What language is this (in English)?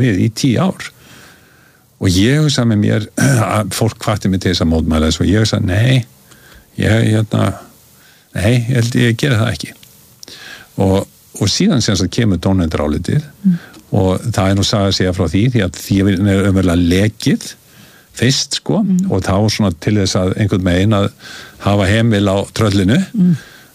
Icelandic